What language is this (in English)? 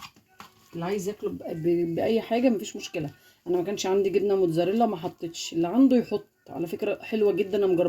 Egyptian Arabic